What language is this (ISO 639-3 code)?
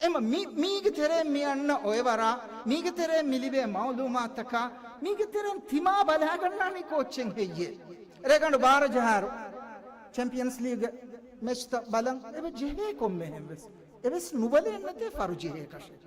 div